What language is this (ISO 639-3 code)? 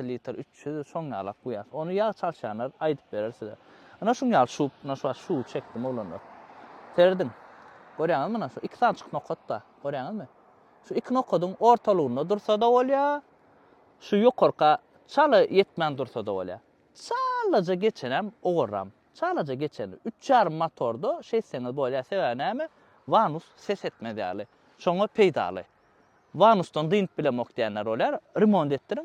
tuk